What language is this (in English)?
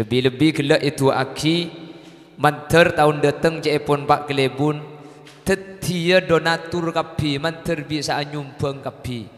Madurese